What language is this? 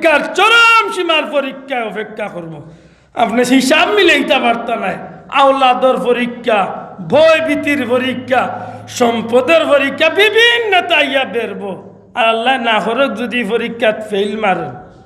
Sylheti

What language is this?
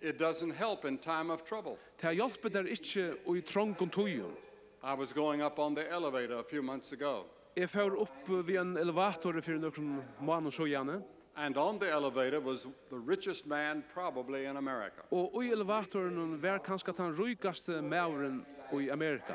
Faroese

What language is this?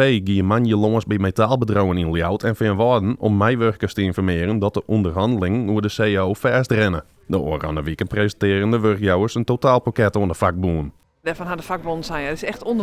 Western Frisian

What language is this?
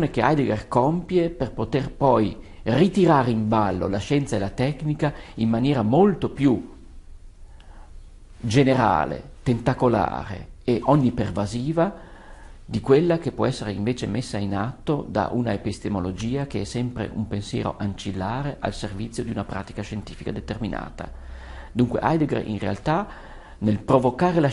Italian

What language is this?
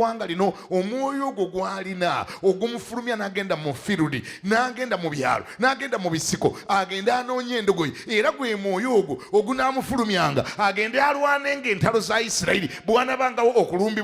Ganda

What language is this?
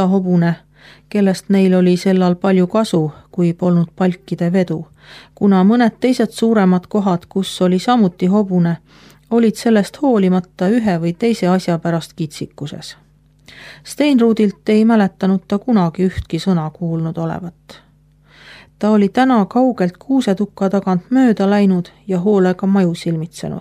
Estonian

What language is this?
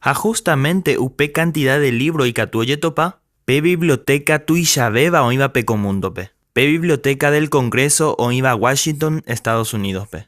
Guarani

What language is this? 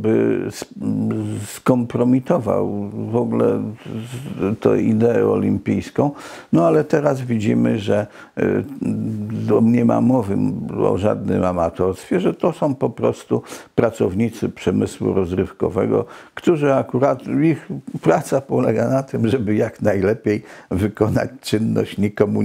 Polish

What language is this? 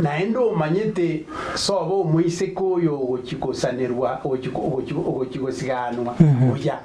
Gusii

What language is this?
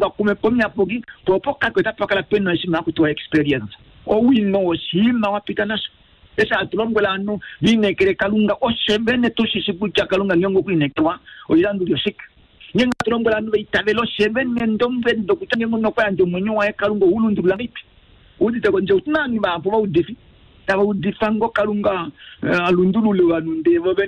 Kuanyama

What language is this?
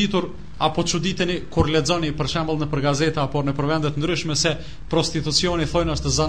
Albanian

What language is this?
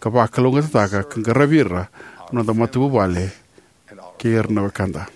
Fijian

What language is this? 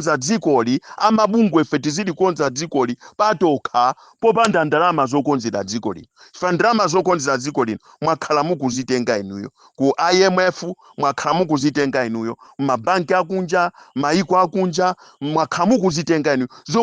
Nyanja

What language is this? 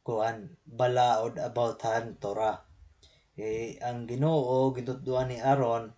Waray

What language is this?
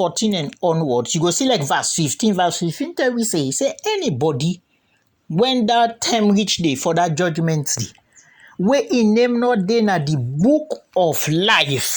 Krio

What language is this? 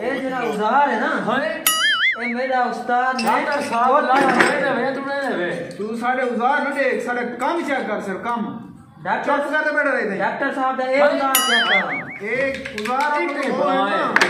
Saraiki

